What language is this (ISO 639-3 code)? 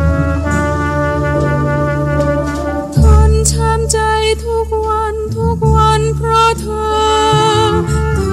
tha